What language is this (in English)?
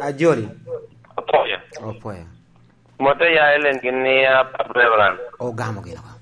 Lango (Uganda)